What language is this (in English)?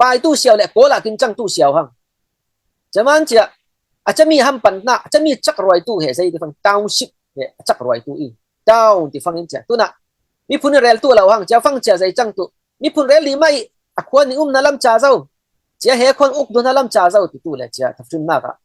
Falam Chin